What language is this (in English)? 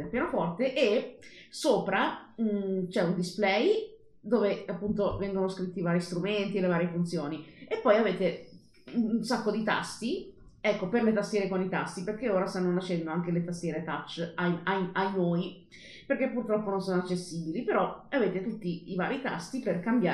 Italian